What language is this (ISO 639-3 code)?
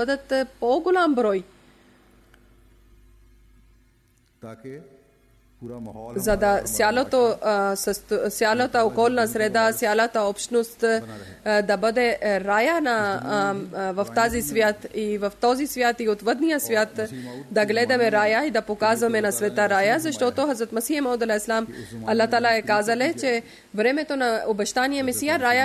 bul